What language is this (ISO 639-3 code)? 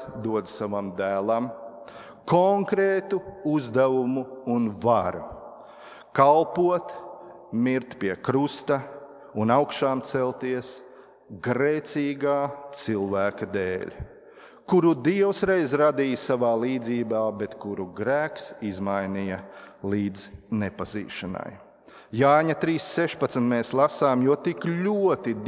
lav